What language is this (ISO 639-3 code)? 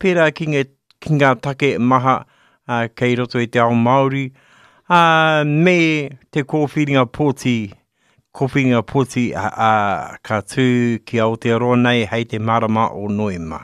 mri